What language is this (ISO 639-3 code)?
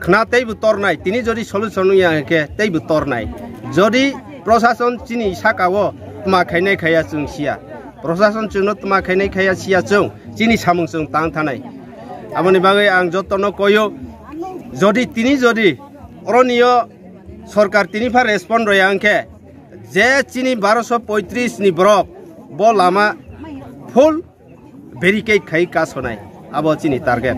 ria